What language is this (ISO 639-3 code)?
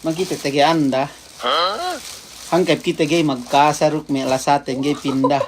yka